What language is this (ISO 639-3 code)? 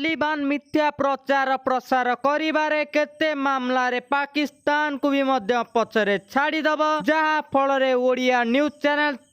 ori